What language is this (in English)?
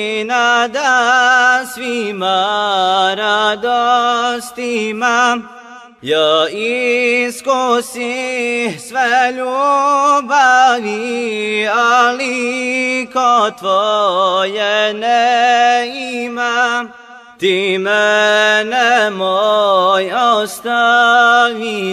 Bosnian